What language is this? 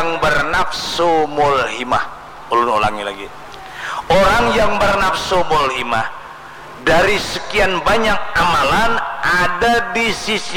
Banjar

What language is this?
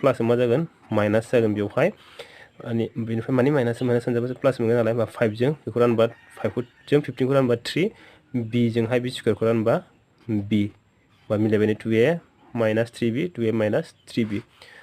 Bodo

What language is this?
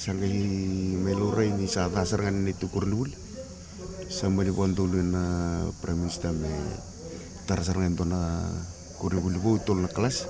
Fijian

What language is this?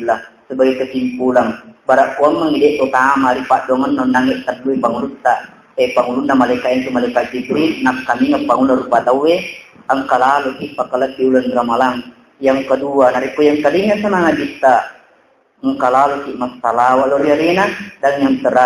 Buginese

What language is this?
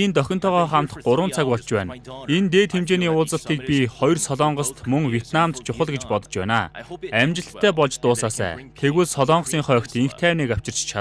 Mongolian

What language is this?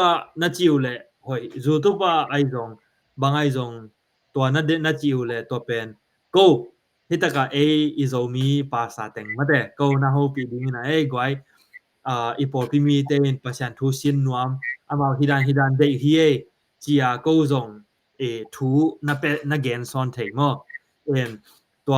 Tedim Chin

